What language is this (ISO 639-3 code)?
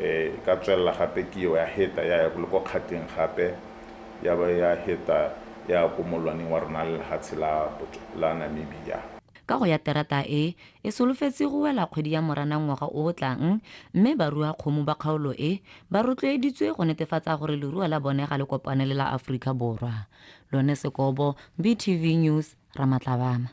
tsn